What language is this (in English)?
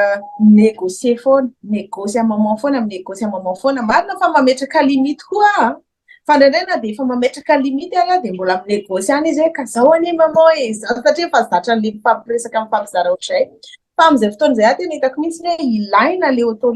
Malagasy